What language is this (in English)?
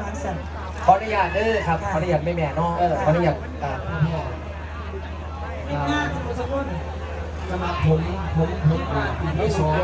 Northeastern Thai